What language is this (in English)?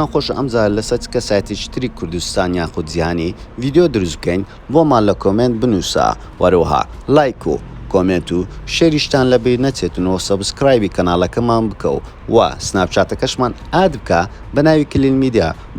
Central Kurdish